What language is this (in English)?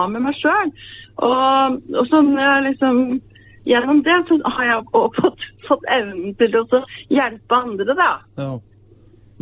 Norwegian